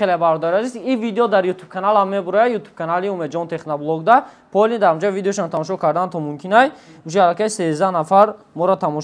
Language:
Tajik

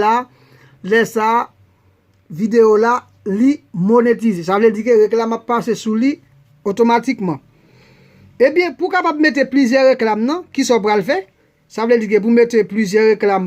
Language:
Haitian Creole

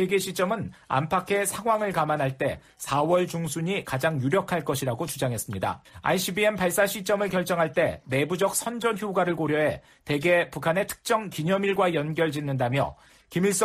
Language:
Korean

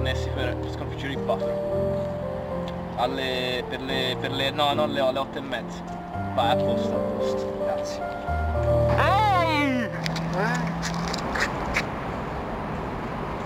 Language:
Italian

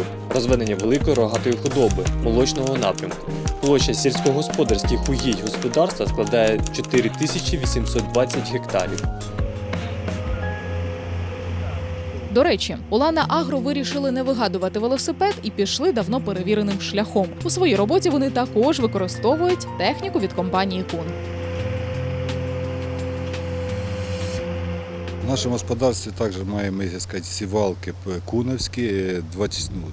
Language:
Ukrainian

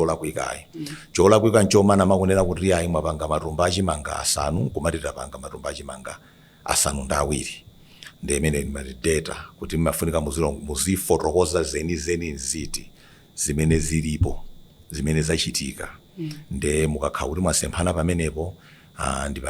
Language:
Nyanja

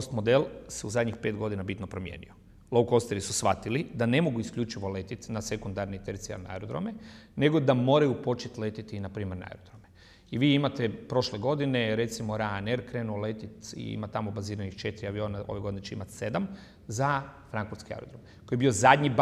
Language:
Croatian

